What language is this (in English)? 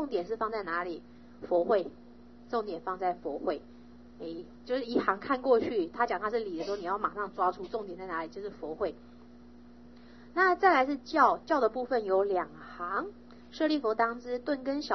Chinese